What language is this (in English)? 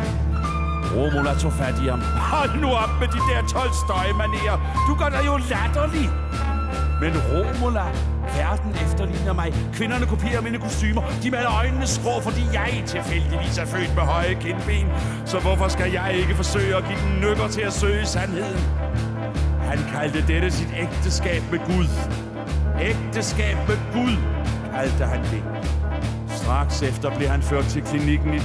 Danish